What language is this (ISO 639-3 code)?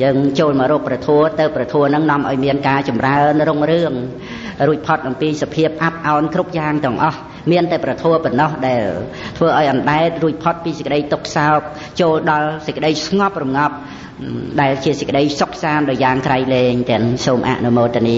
khm